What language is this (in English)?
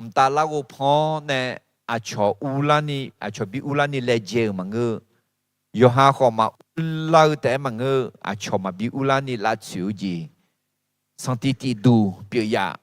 Akha